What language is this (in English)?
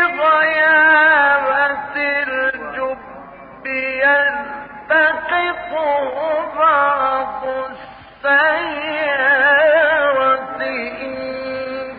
Arabic